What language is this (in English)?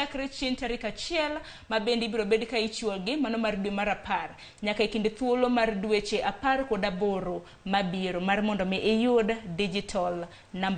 Luo (Kenya and Tanzania)